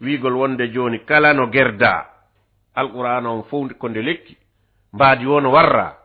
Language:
Fula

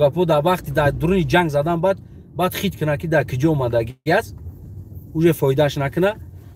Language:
Tajik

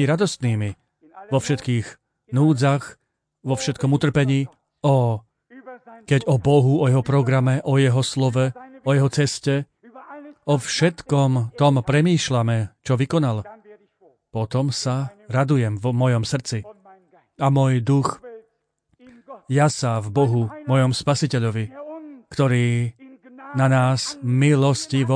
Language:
Slovak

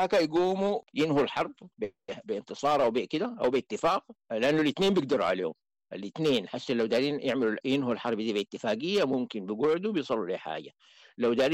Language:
Sudanese Arabic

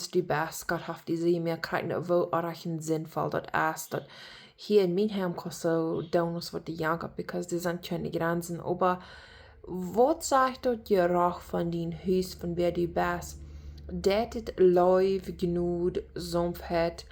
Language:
Plautdietsch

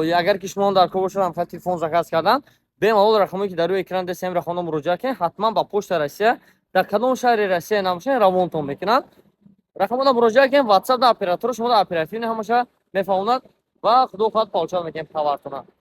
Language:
Tajik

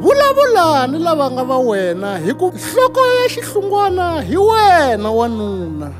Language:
Tsonga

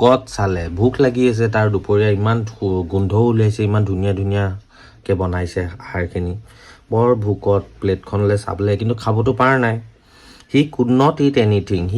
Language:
Assamese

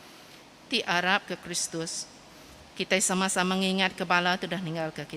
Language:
Iban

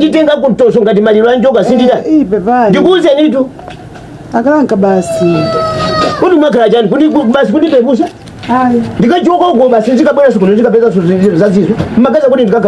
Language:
Nyanja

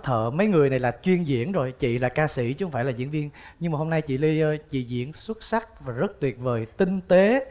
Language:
Vietnamese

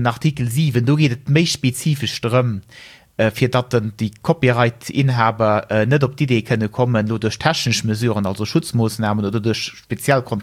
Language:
Luxembourgish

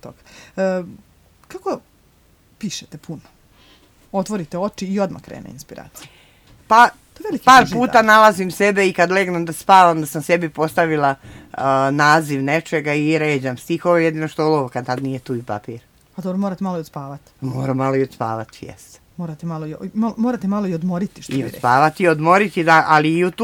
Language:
Serbian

